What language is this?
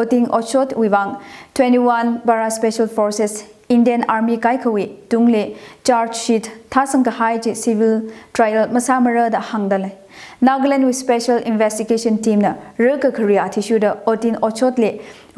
Tangkhul Naga (India)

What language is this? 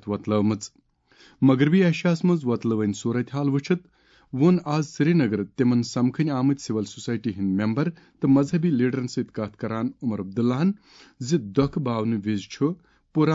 Kashmiri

